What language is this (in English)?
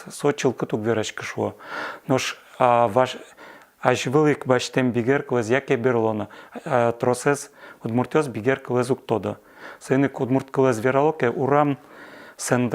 Udmurt